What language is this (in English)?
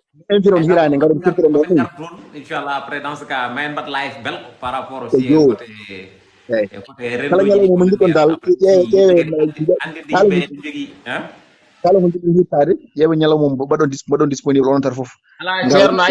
Fula